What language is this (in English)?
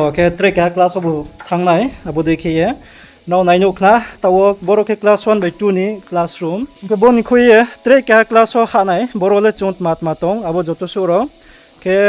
Riang (India)